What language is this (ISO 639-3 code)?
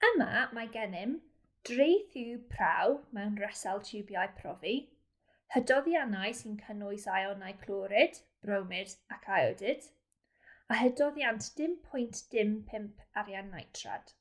cym